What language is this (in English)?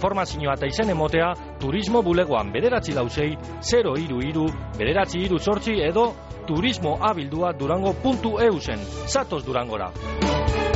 Basque